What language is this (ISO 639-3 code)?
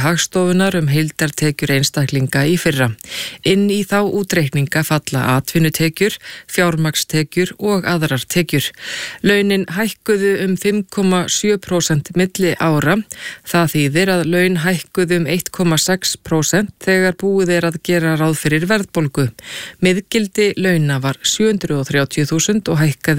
isl